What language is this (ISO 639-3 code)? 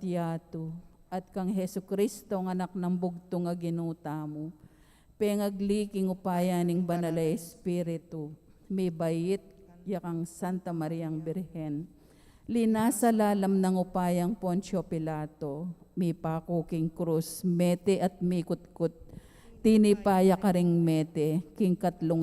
pam